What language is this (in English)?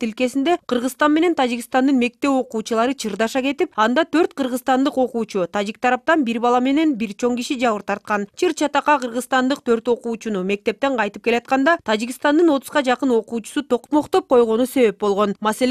Kyrgyz